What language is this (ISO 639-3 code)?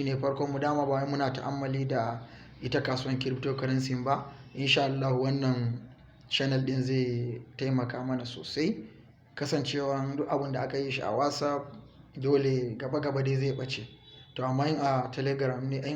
hau